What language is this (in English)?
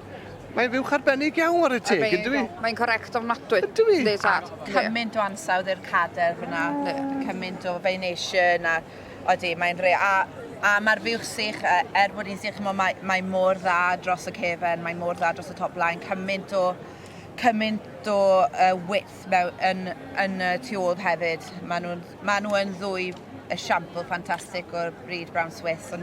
Welsh